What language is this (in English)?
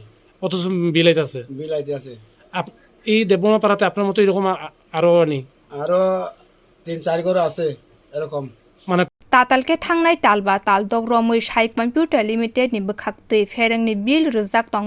Kok Borok